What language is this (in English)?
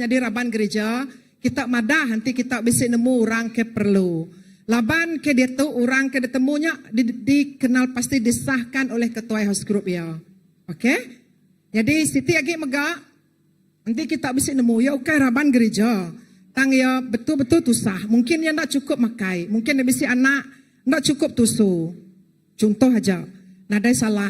Iban